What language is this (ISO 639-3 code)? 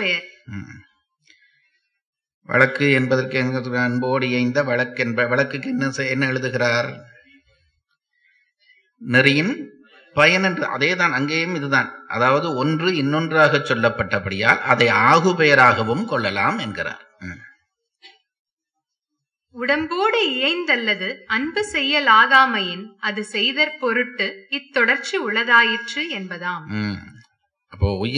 tam